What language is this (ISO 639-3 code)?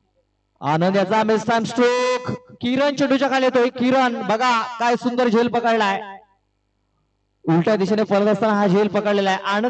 mar